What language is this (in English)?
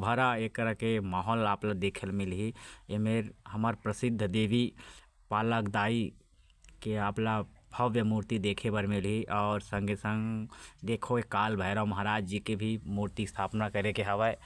Chhattisgarhi